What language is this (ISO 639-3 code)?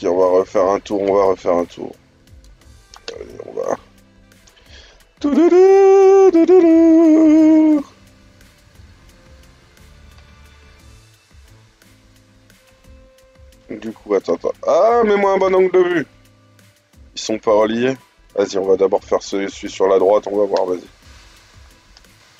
fra